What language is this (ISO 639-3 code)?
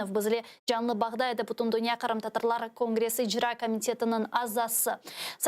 crh